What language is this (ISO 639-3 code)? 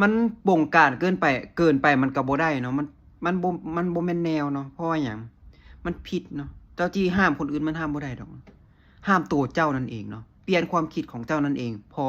lao